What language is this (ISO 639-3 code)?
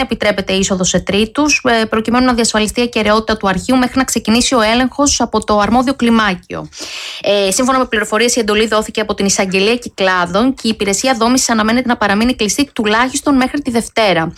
ell